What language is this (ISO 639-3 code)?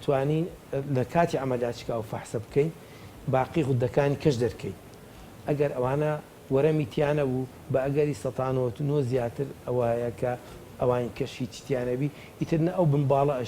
ckb